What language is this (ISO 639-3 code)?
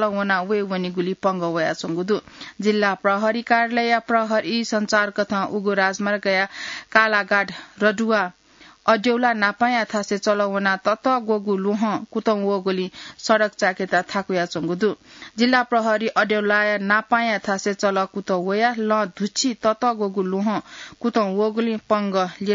new